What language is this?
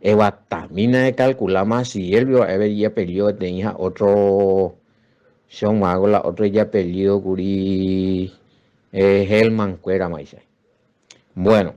Guarani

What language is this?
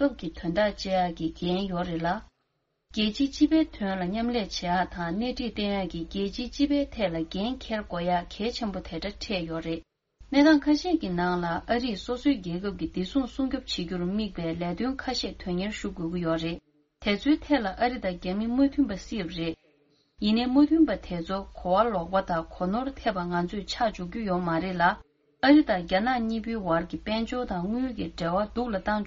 Tibetan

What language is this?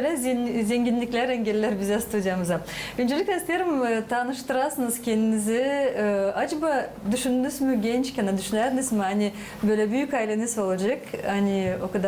Gagauz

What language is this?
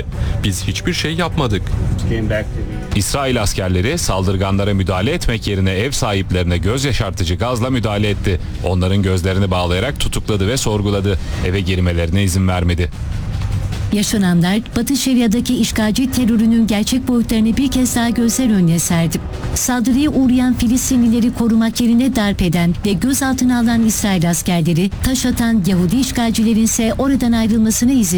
Turkish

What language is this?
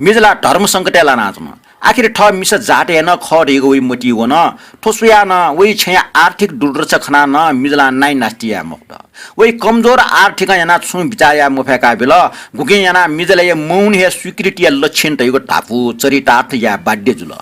Newari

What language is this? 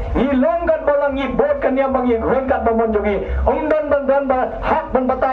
Khasi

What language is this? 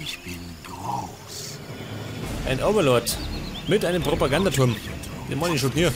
Bavarian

